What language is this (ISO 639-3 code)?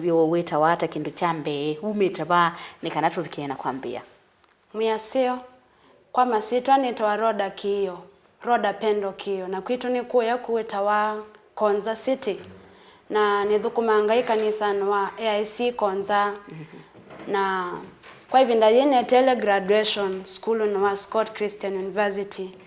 kam